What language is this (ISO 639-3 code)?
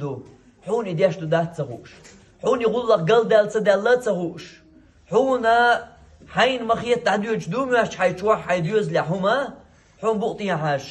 che